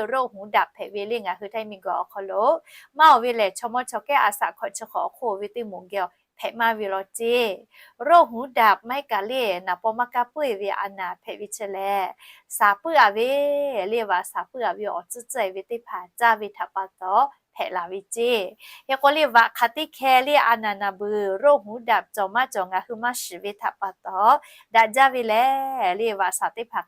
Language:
Lahu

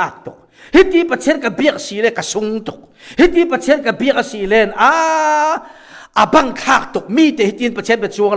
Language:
Falam Chin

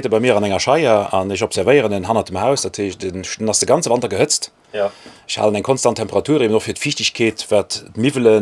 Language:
Luxembourgish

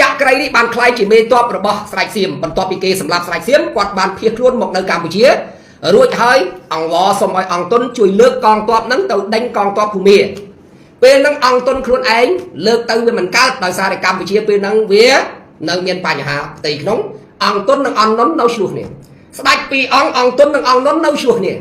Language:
Khmer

